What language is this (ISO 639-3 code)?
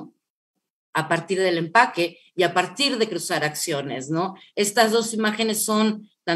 spa